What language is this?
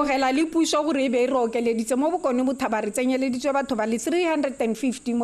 Tswana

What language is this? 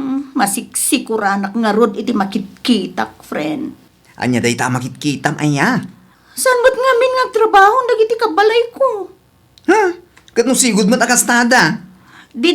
Iloko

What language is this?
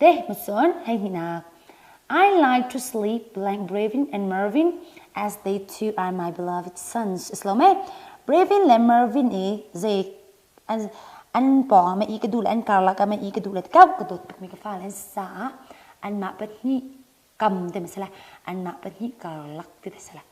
Hakha Chin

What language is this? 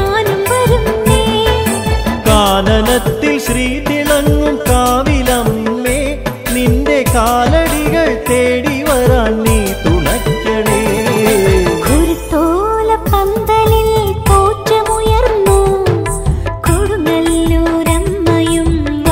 Malayalam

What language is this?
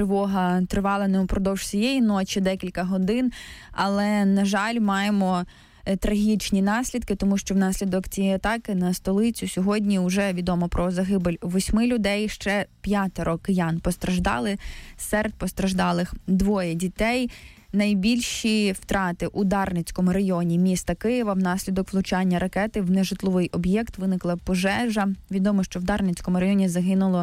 Ukrainian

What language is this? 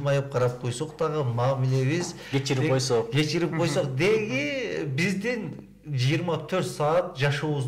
Kyrgyz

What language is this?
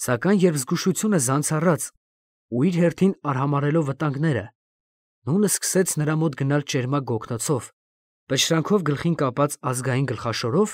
Armenian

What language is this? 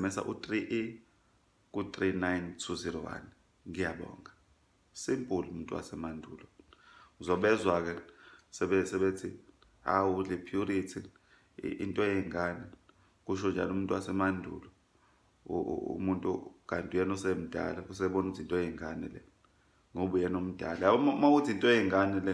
Zulu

